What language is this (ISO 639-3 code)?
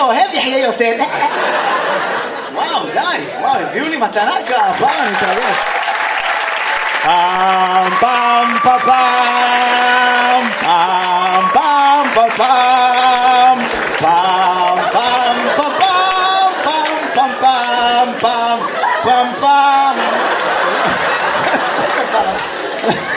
heb